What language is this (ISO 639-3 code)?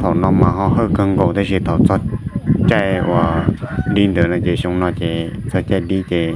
hmn